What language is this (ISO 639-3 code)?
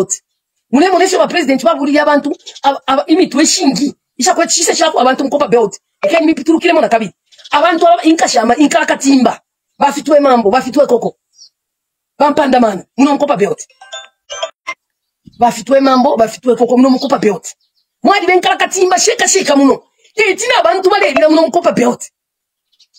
bem